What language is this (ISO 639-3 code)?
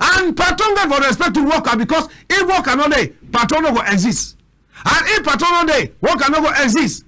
wes